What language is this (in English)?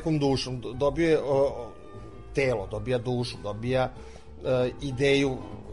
Serbian